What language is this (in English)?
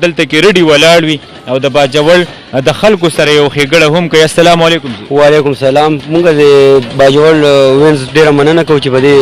Pashto